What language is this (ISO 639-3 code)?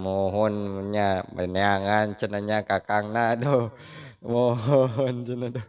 sun